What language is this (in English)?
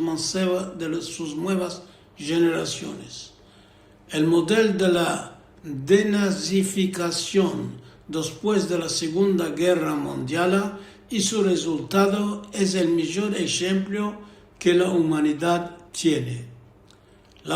Ladino